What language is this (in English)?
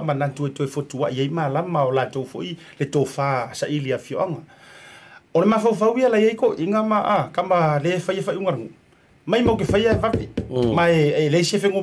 Samoan